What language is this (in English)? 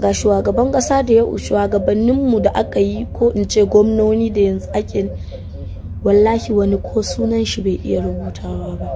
Hausa